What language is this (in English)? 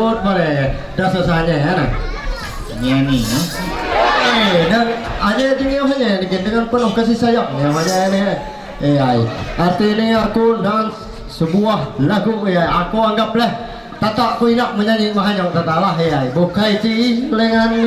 Ma'anyan